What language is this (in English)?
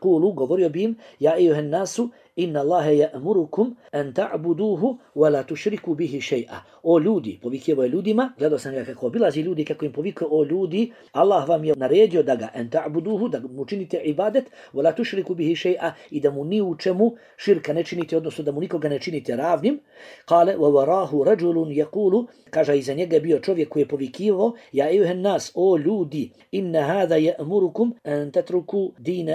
Bosnian